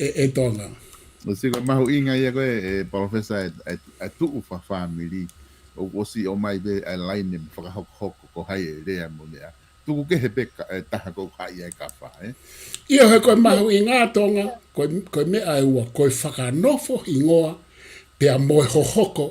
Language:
Tongan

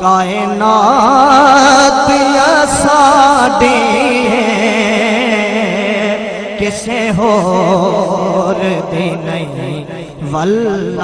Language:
Saraiki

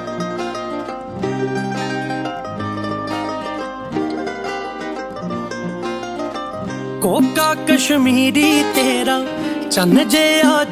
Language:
Punjabi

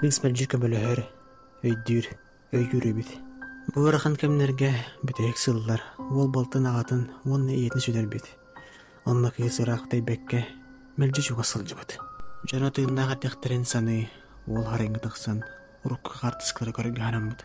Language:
Yakut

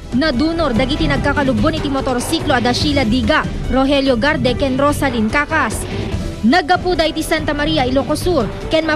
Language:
Iloko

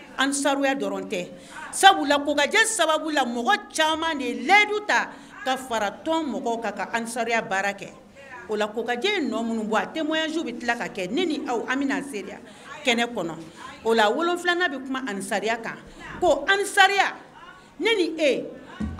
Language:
Bambara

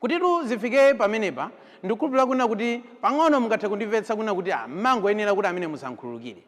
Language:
Nyanja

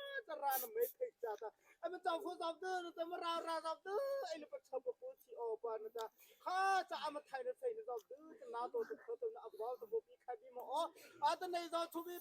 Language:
Mara Chin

